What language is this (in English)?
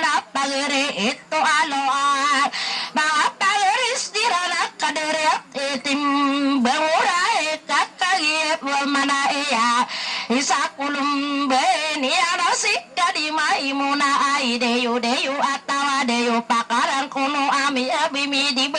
Maranao